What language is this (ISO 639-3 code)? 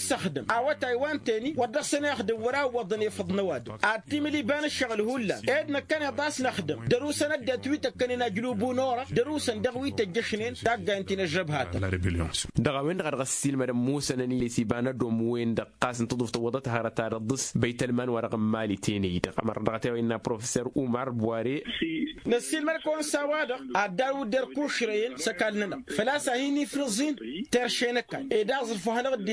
taq